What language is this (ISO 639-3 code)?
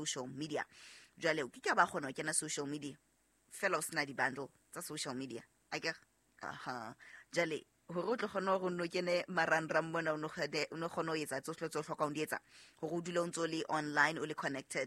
sot